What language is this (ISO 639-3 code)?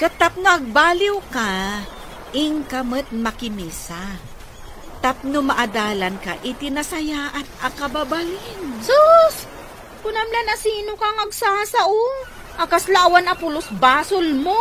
ilo